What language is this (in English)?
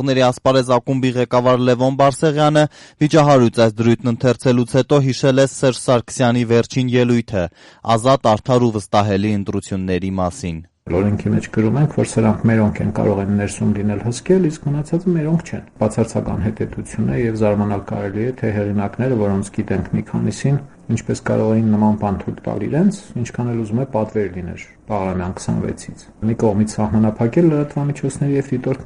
Armenian